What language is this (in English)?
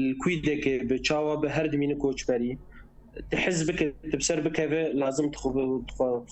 Kurdish